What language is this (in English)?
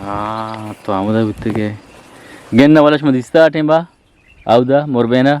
Eastern Balochi